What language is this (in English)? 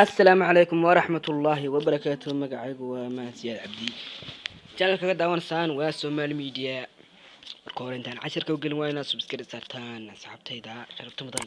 Somali